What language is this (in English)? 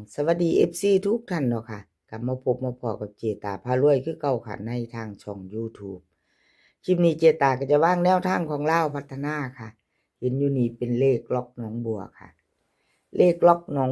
Northeastern Thai